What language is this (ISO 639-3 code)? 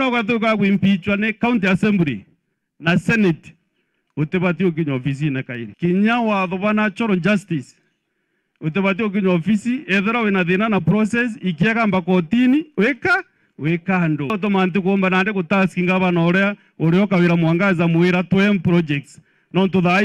mer